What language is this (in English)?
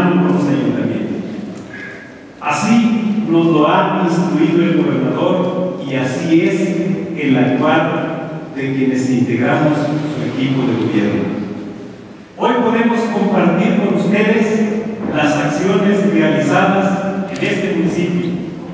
Spanish